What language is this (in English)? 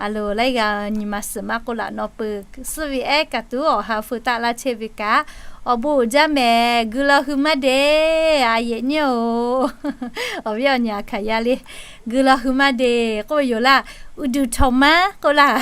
Lahu